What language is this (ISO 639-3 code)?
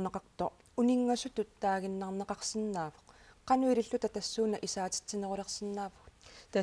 kal